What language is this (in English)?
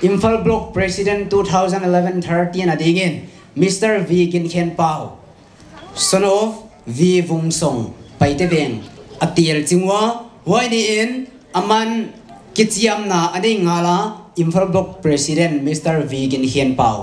Paite Chin